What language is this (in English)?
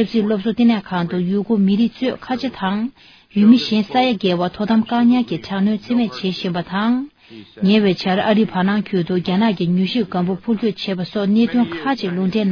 Tibetan